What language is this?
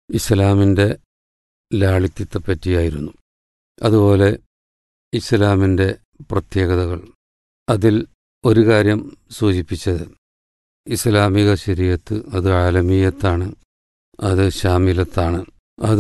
Malayalam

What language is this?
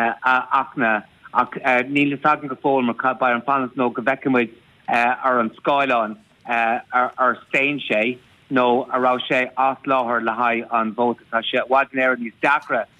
Irish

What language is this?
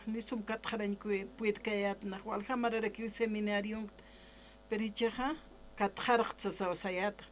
Aymara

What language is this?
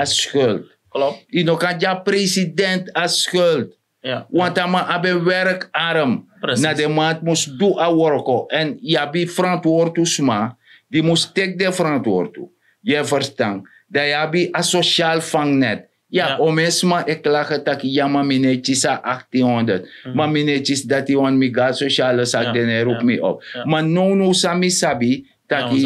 Sranan Tongo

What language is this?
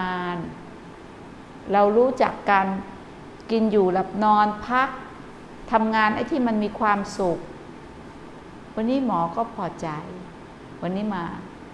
Thai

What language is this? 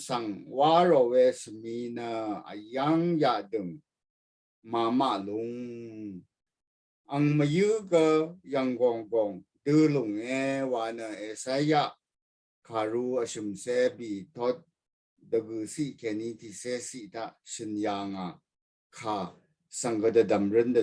Rawang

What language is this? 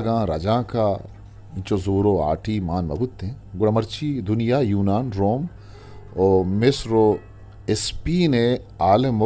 Eastern Balochi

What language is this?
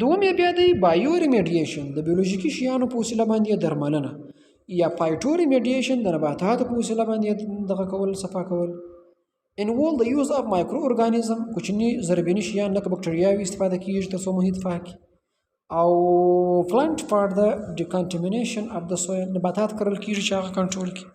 Pashto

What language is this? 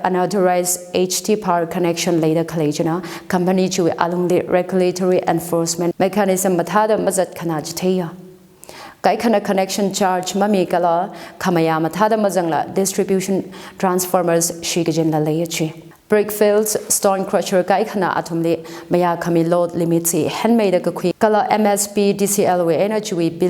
Tangkhul Naga (India)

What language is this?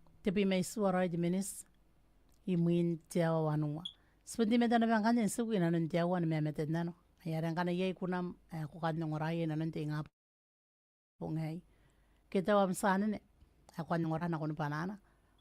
Gilbertese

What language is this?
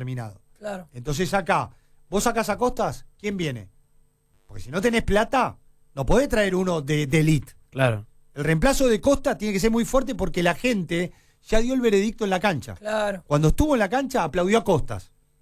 Spanish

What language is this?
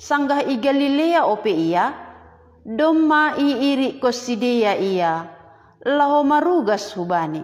Batak Simalungun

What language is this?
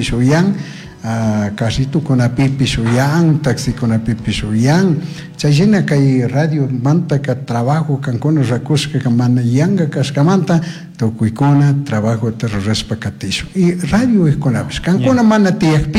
Chimborazo Highland Quichua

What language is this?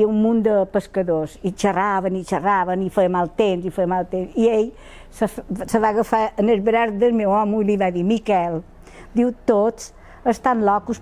Catalan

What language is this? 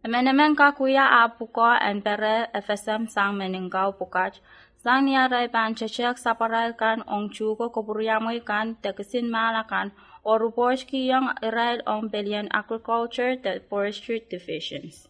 Pohnpeian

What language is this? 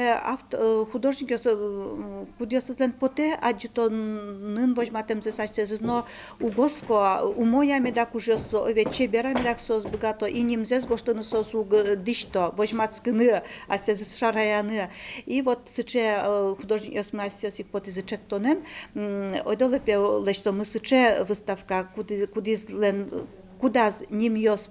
Udmurt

